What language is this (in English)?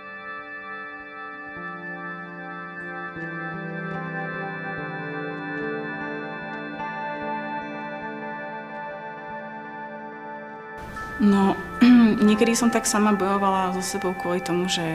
Slovak